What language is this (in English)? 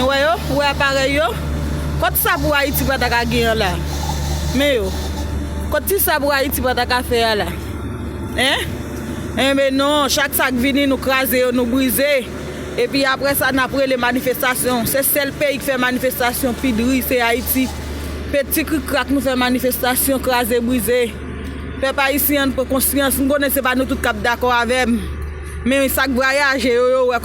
Haitian Creole